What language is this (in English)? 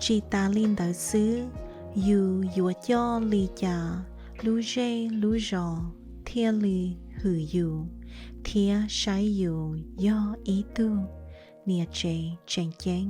Hmong